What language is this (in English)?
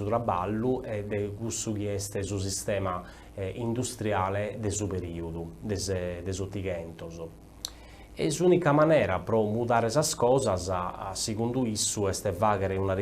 Sardinian